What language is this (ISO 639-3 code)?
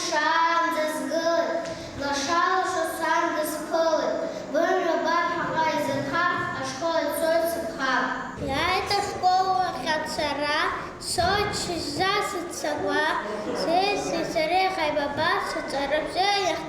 abk